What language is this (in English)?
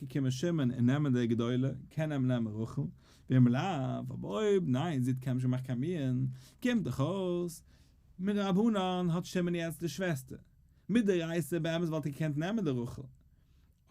Yiddish